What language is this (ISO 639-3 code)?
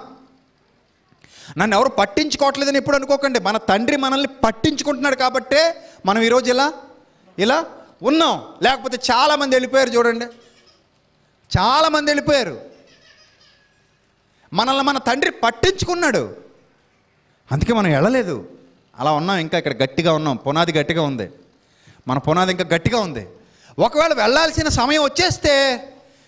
tel